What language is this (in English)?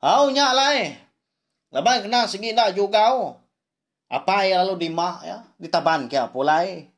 Iban